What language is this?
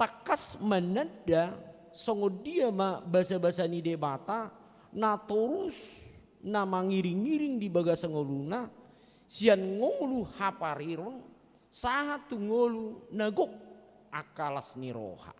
Batak Toba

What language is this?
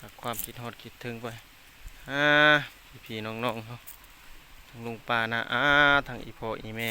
Lao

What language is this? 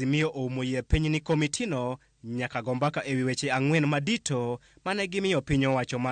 Luo (Kenya and Tanzania)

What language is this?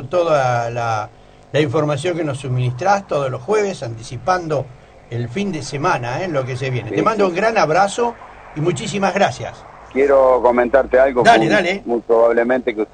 Spanish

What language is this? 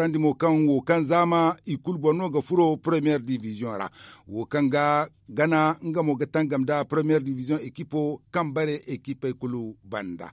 Zarma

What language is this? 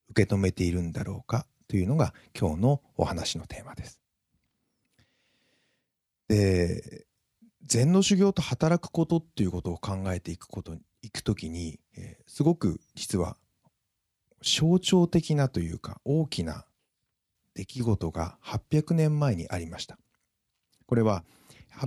Japanese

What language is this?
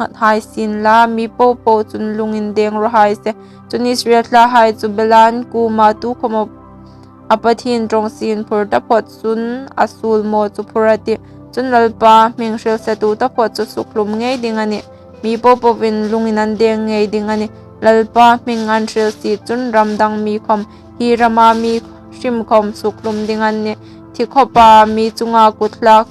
Hmar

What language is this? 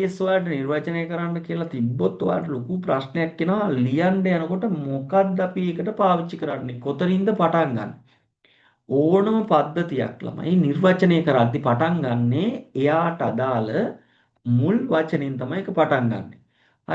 Sinhala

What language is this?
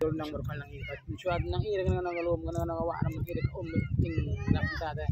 Khasi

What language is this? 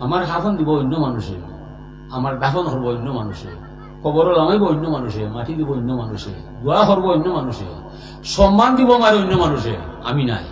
Sylheti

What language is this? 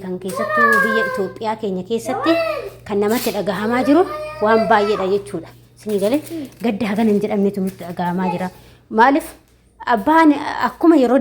Oromo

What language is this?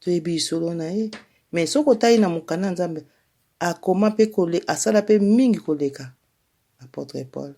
Lingala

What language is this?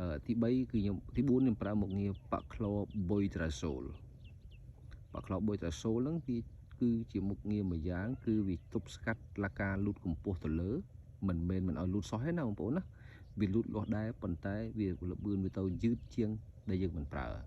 Khmer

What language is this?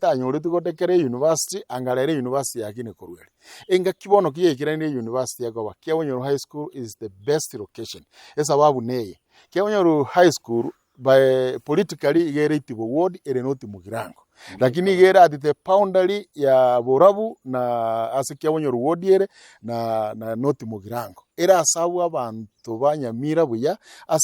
Gusii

